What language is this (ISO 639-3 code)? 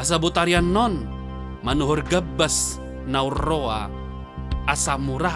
bbc